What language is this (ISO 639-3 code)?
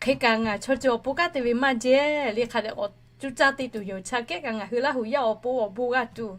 lhu